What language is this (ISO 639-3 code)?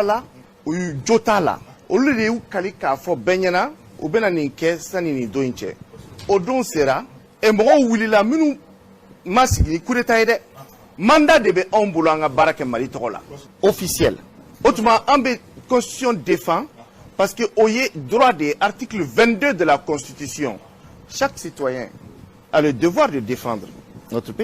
bam